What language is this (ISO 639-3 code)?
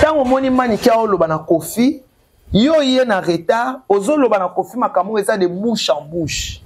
lin